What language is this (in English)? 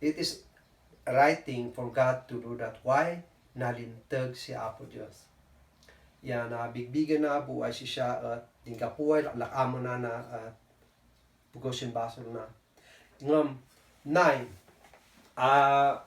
Kankanaey